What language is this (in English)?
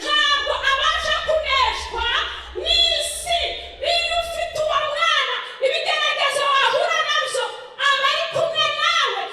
Kinyarwanda